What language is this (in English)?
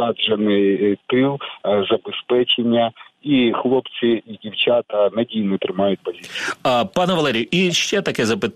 Ukrainian